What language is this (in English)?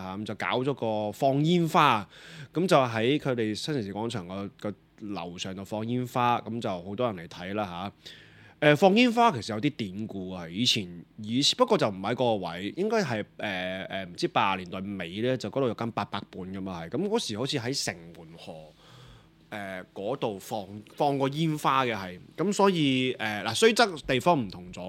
Cantonese